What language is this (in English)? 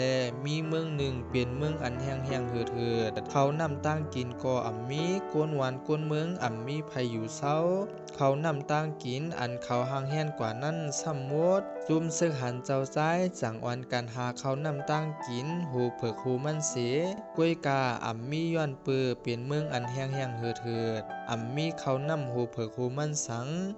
Shan